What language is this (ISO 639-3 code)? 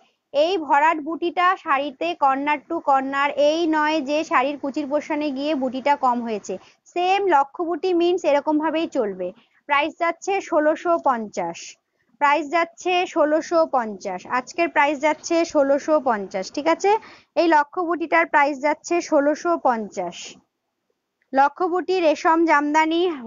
ben